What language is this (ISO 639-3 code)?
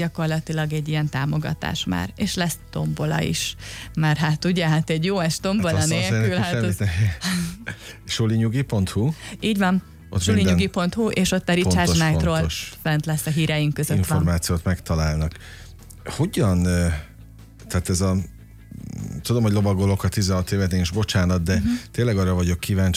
hun